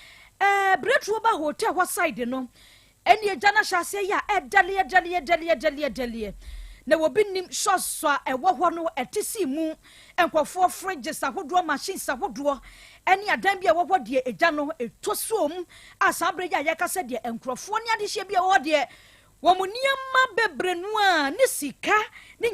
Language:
Akan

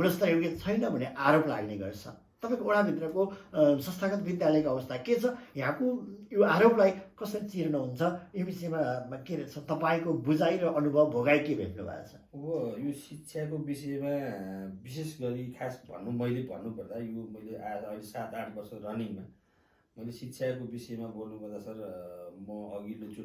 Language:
Nepali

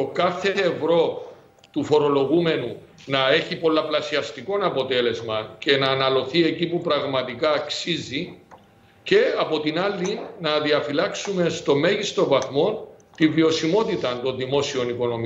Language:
Greek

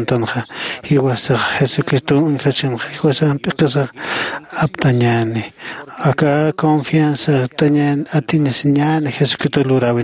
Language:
Aymara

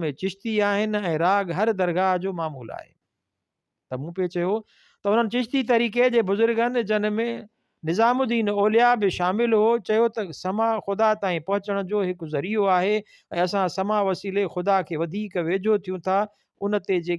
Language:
Sindhi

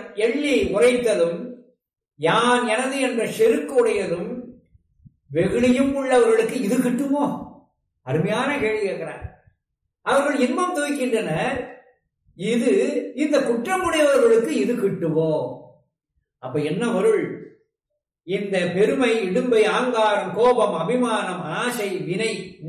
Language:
Tamil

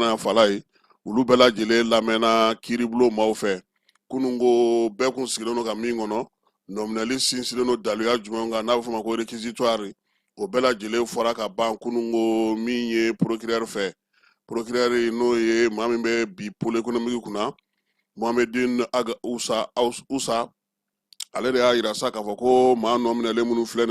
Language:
Bambara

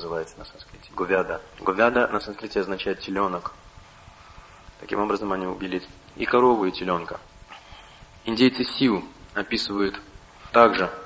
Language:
Russian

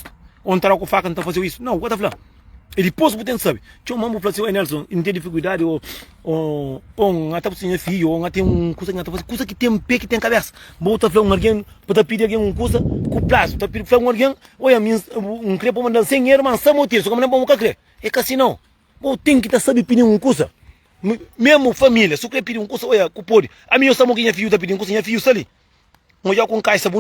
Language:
Kabuverdianu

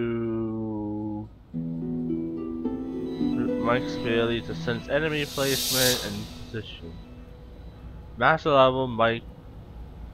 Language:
English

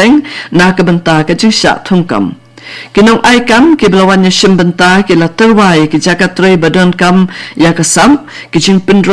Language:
Khasi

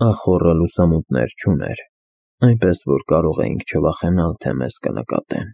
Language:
Armenian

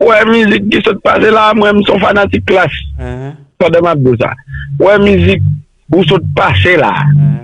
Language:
Haitian Creole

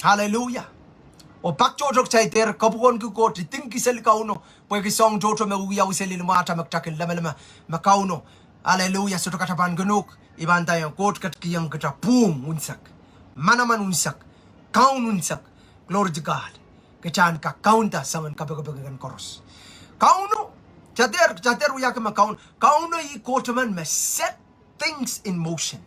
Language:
Pohnpeian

